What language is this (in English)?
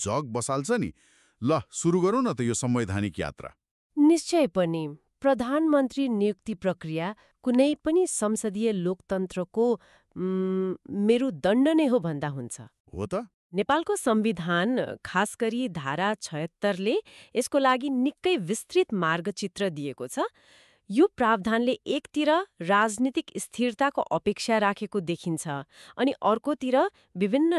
Nepali